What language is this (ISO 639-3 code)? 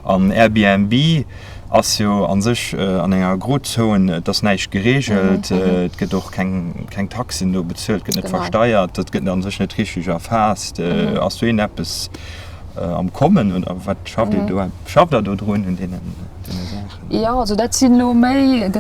ltz